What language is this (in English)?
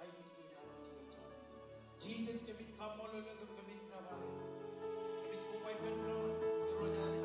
Marshallese